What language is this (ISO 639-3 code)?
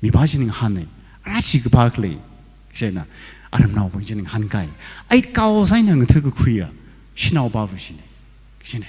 nmf